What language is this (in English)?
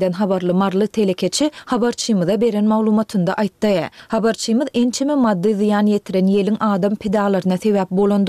Turkmen